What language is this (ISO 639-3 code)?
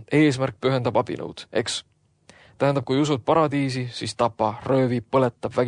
est